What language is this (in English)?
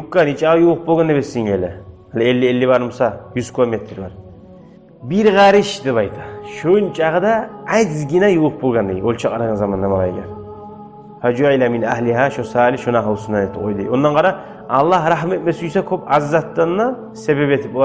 Kumyk